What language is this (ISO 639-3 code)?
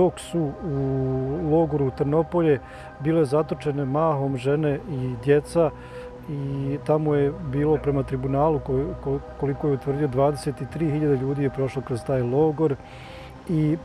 bos